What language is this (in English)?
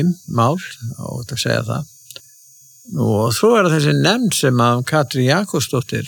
Icelandic